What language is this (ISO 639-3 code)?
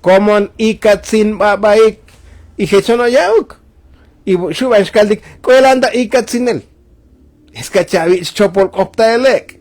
tzo